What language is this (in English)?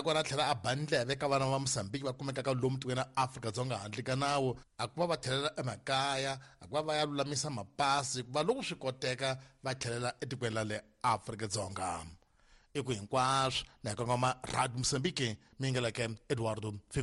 Tsonga